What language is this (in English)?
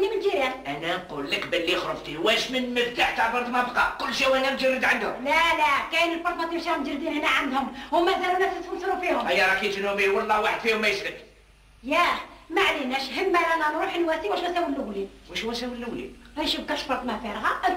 Algerian Arabic